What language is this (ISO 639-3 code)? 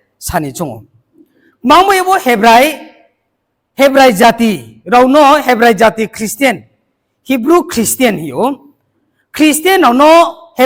ria